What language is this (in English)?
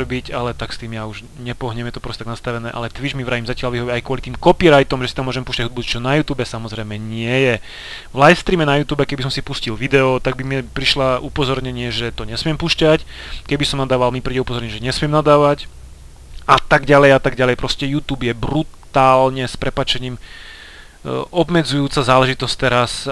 Slovak